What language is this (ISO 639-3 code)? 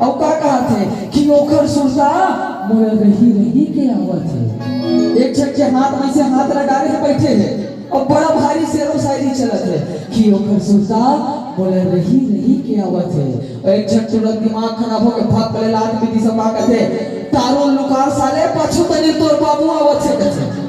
hne